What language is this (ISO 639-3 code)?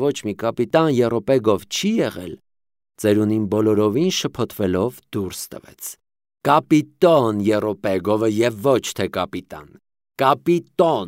hye